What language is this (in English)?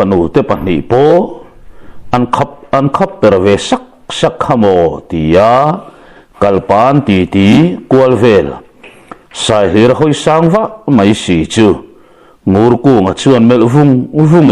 Mizo